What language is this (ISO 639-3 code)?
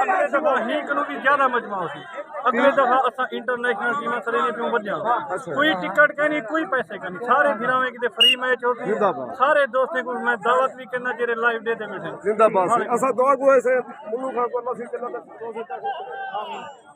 skr